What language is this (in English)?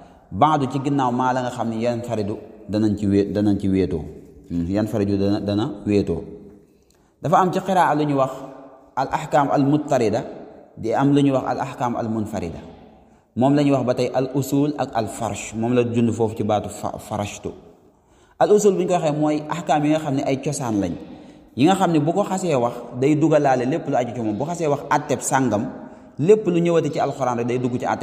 Wolof